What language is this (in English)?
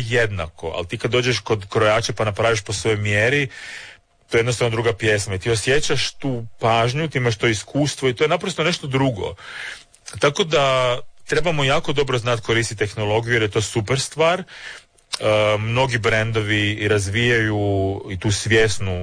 Croatian